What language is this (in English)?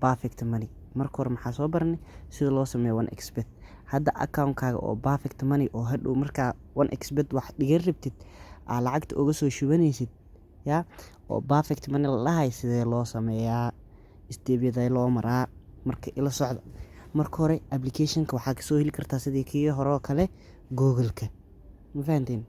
Somali